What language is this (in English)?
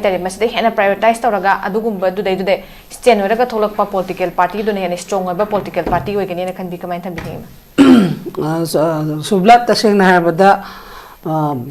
Manipuri